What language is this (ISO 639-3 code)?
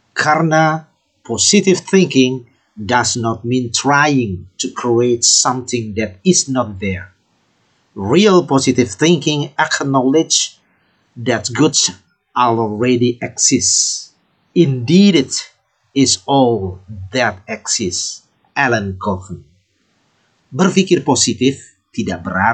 ind